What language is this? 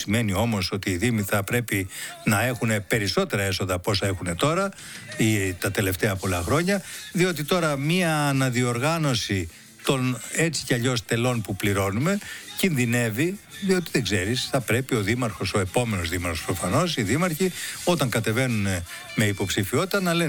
Greek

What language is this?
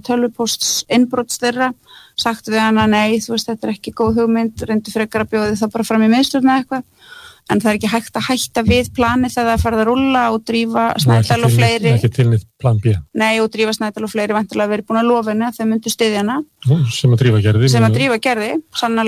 Icelandic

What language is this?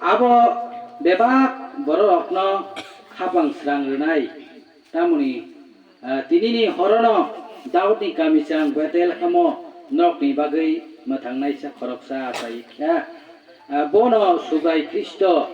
Kok Borok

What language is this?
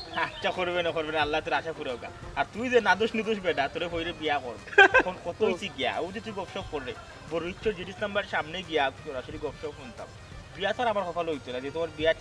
Sylheti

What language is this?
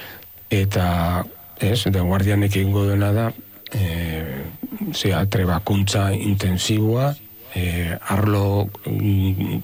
Basque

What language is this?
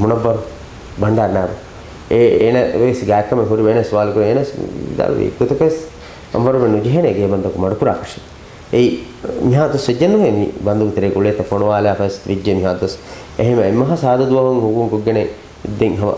Divehi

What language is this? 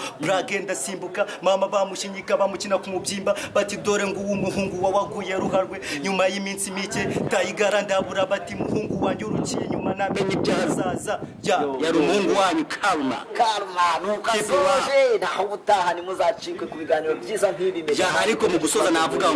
Kinyarwanda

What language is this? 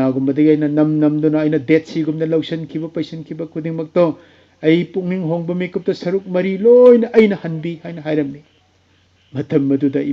Manipuri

